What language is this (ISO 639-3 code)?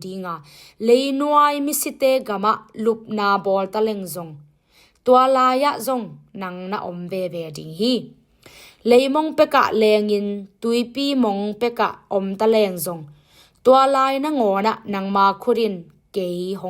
ctd